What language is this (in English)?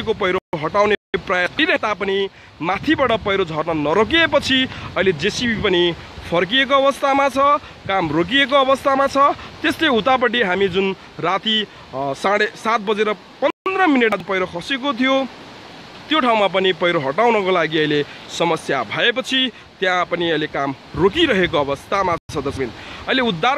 Nepali